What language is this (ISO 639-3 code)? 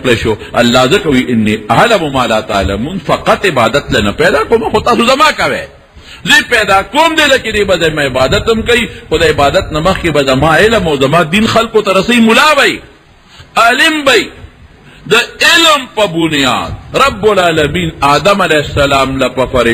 pus